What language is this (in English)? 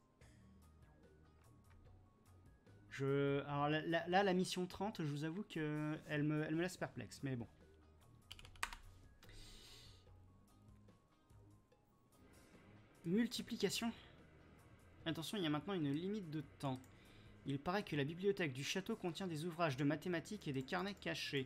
French